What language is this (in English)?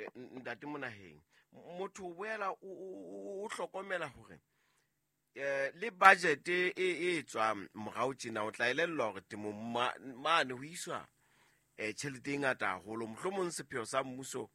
Southern Sotho